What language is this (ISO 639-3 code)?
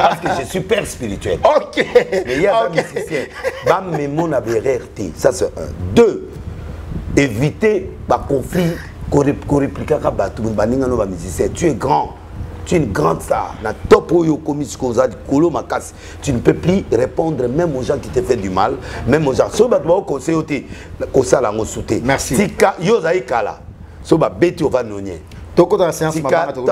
lin